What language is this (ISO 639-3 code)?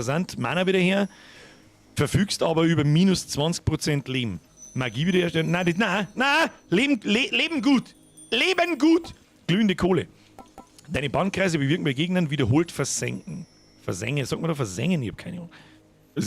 bar